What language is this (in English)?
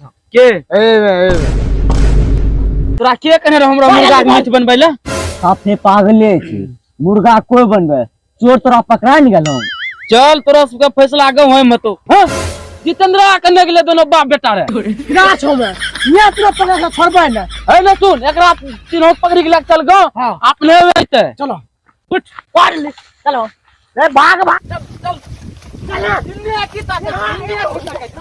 Angika